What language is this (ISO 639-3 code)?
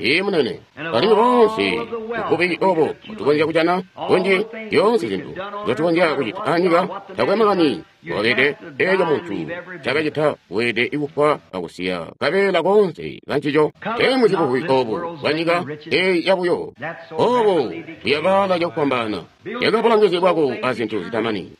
toi